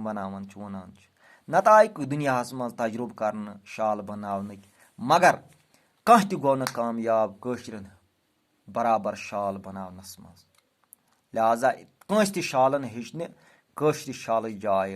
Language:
Kashmiri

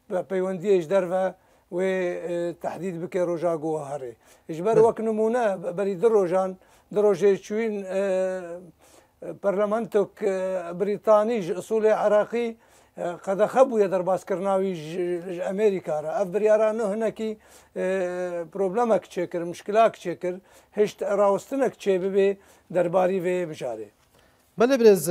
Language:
Kurdish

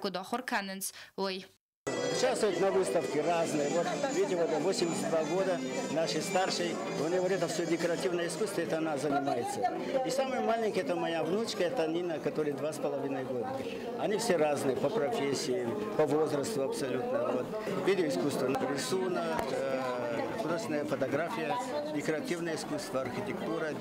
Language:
Ossetic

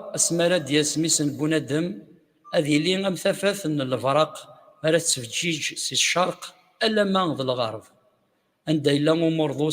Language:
Kabyle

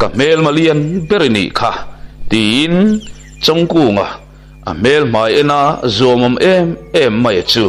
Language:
Mizo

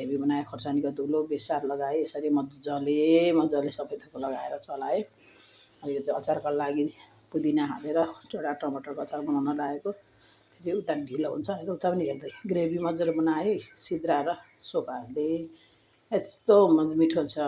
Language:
Nepali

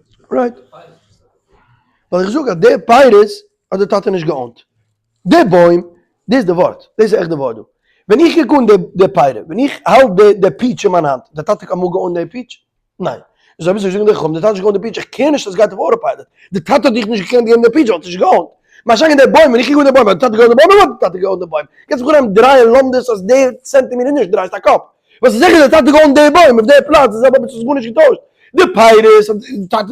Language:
Yiddish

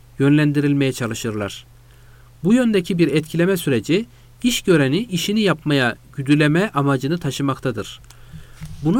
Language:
Turkish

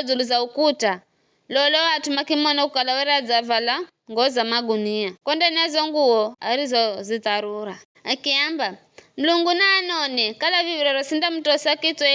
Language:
Giryama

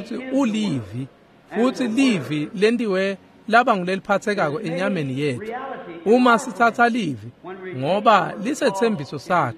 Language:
Swati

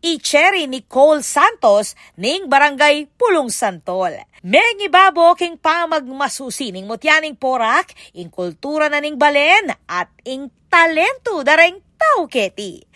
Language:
Pampanga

